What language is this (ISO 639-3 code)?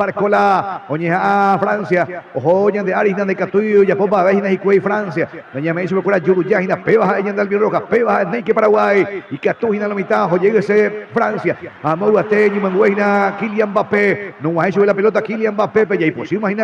grn